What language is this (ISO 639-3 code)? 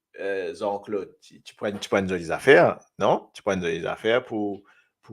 mfe